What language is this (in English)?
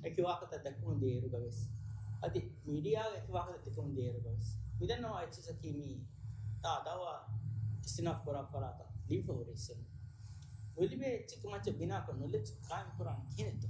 Divehi